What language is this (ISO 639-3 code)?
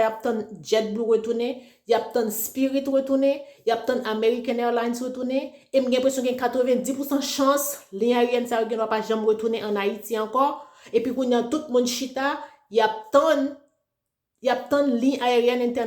hat